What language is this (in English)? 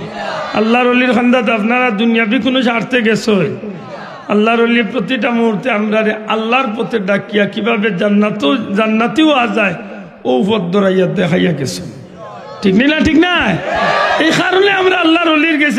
Sylheti